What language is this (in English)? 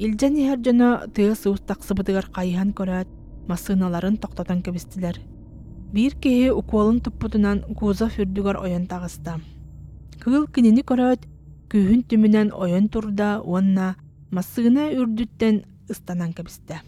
Yakut